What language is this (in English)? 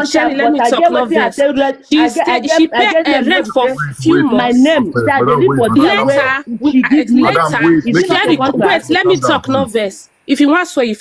Nigerian Pidgin